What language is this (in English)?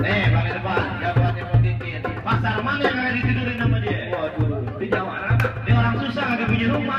Betawi